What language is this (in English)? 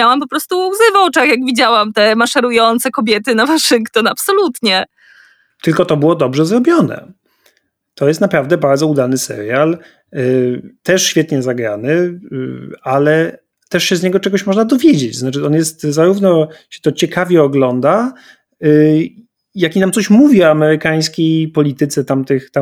Polish